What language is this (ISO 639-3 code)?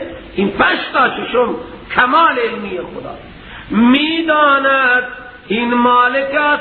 fas